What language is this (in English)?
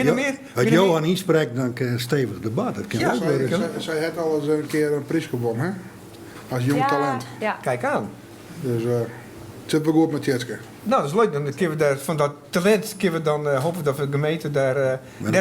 Western Frisian